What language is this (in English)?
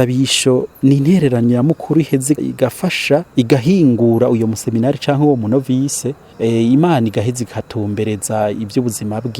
Rundi